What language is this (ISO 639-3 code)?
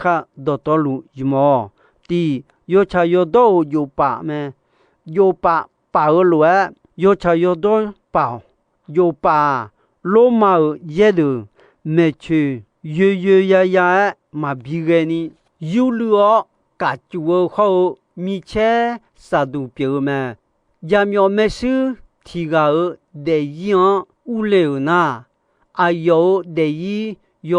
ahk